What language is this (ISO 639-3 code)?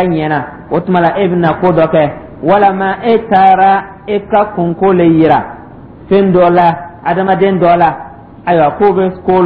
dyu